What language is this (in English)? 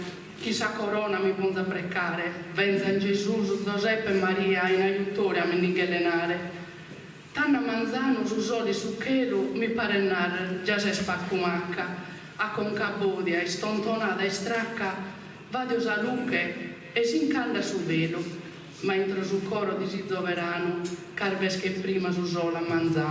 Sardinian